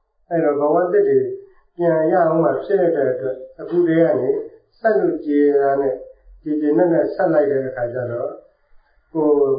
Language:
Burmese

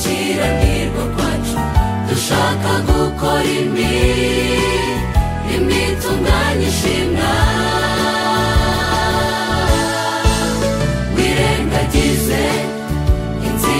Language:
Kinyarwanda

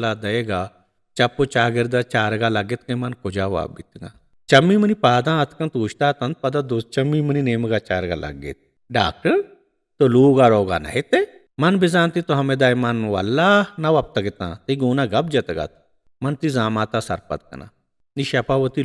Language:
Baluchi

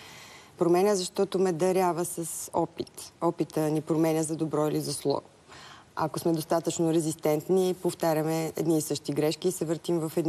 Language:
Bulgarian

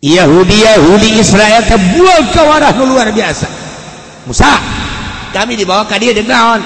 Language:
Sundanese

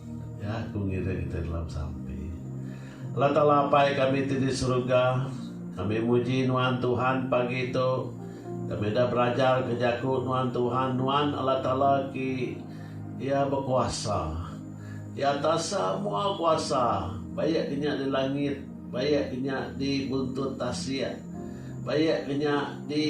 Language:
Iban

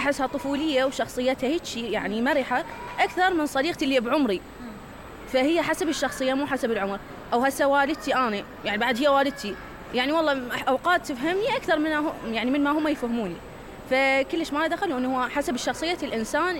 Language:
Mesopotamian Arabic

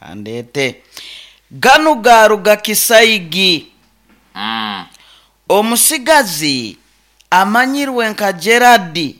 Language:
Nyoro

